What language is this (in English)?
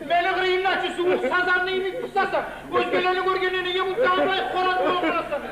Kumyk